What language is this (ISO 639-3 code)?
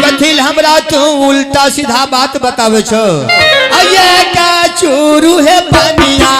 mai